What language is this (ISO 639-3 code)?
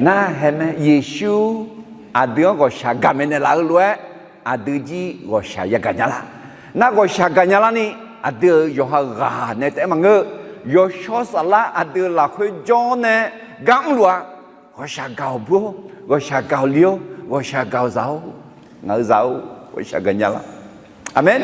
ahk